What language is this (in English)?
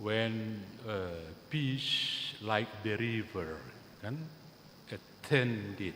Batak Toba